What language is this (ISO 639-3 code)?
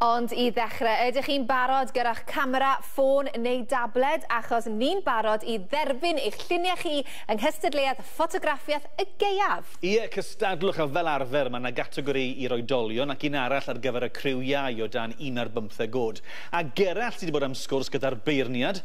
cym